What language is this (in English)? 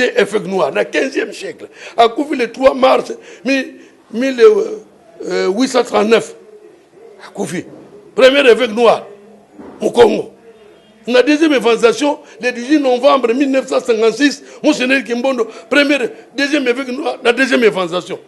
Lingala